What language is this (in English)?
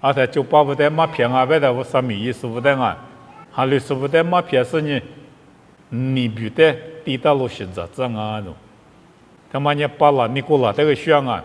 Lisu